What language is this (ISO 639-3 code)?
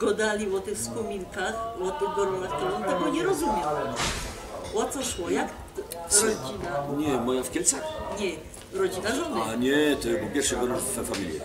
szl